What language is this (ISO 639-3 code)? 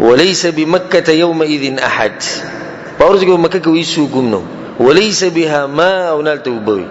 pus